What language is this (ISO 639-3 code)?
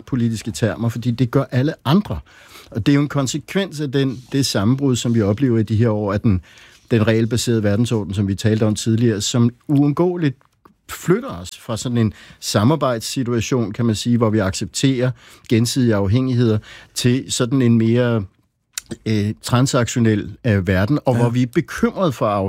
dan